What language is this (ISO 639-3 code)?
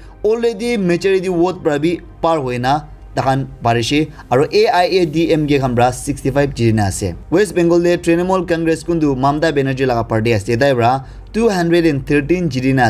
nag